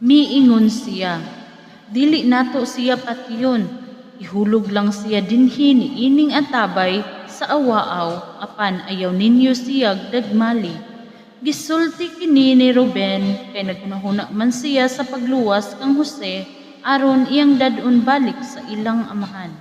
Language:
Cebuano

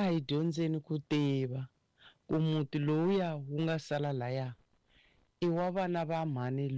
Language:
Tsonga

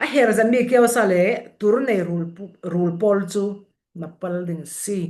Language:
Falam Chin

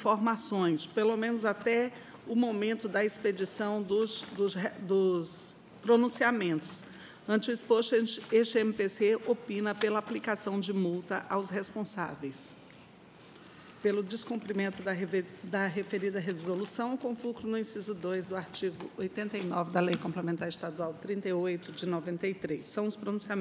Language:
Portuguese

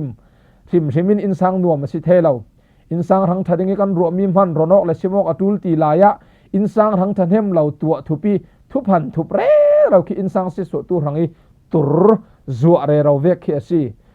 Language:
Falam Chin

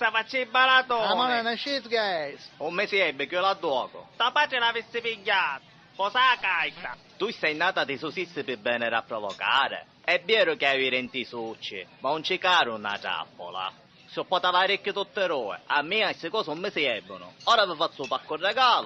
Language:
Sicilian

